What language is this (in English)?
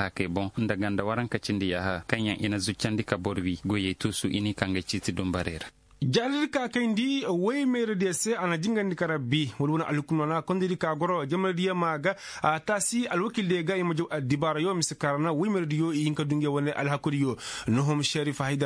Koyraboro Senni